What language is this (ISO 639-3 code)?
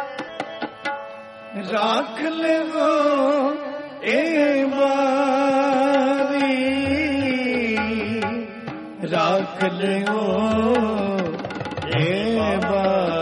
pan